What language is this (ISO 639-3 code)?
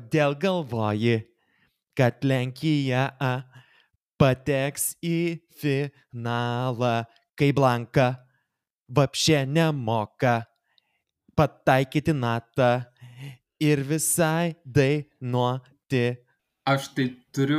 lit